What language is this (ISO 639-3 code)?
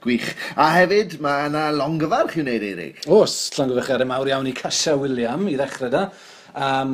cym